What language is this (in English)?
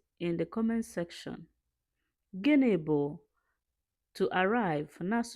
Igbo